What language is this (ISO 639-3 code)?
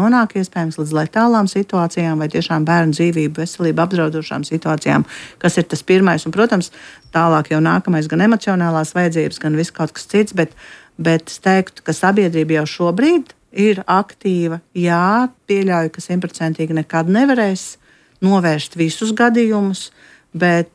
lav